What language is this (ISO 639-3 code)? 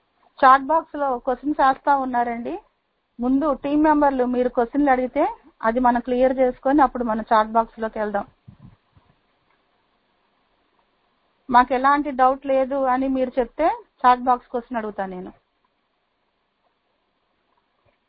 tel